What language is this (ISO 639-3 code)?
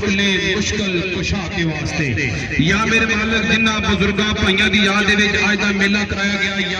phr